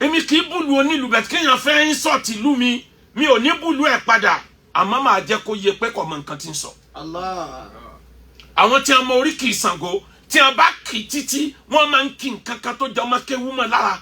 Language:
Yoruba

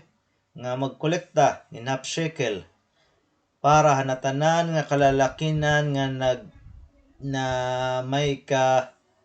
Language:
Waray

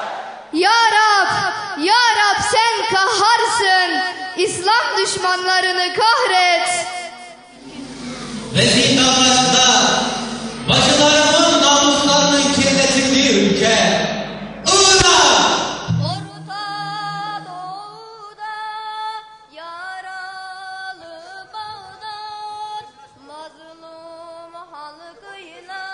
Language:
Turkish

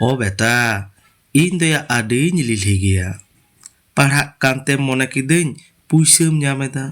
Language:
Santali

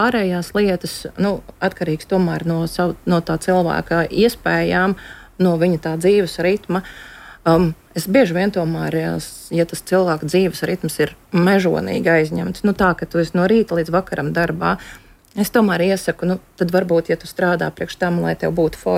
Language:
Latvian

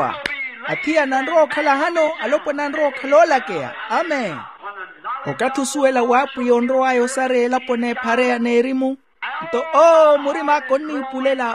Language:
Makhuwa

